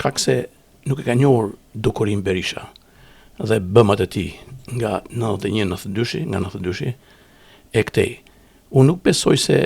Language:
Albanian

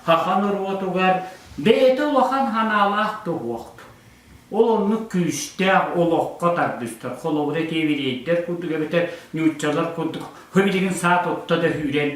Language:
Yakut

